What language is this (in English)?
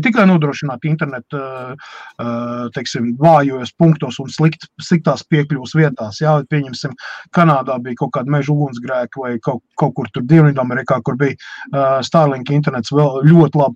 Latvian